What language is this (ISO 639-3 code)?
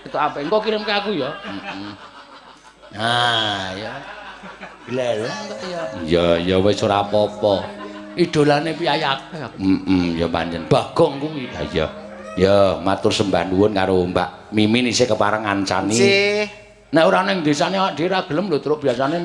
jav